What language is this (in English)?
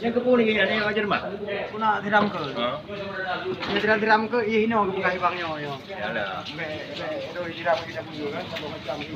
Achinese